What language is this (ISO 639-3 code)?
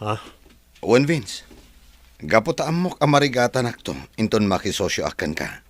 ilo